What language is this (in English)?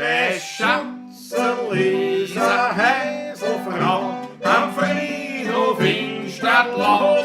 Bavarian